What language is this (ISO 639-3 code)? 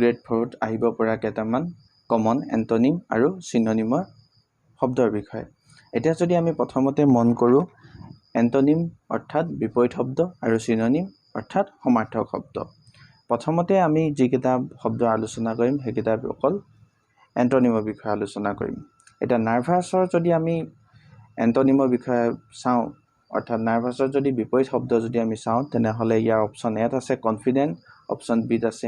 asm